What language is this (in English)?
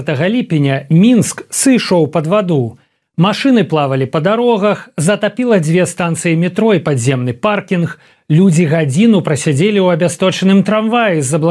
Belarusian